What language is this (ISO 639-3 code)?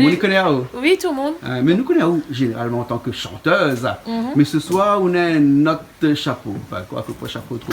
rcf